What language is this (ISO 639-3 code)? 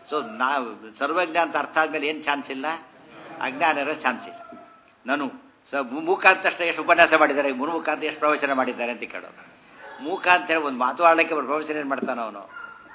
kan